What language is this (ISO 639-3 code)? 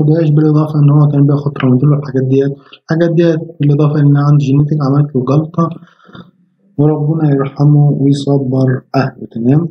arz